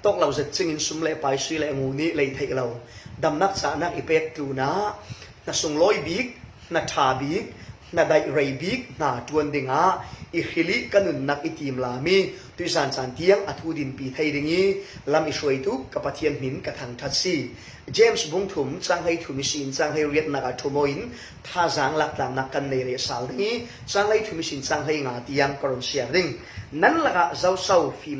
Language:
Falam Chin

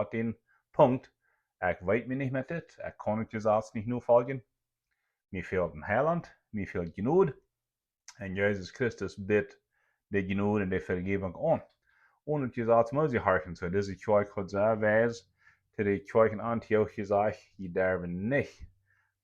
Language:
Plautdietsch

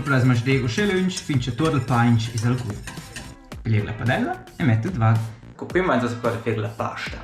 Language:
Romansh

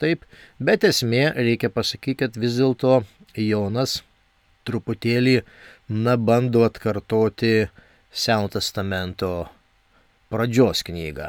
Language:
Lithuanian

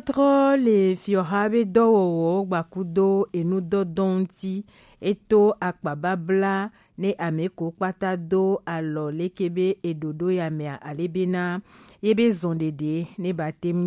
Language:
Gen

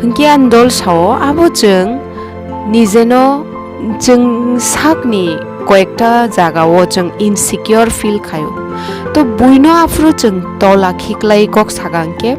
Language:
Kok Borok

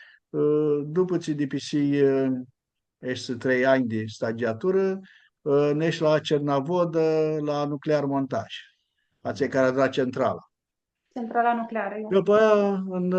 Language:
Aromanian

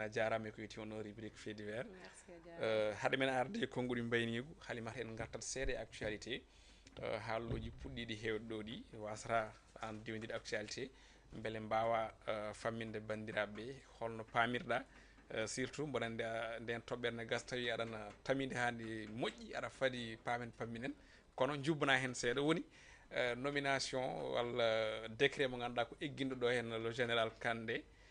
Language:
Fula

